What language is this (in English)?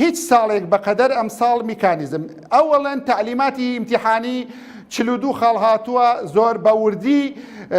Central Kurdish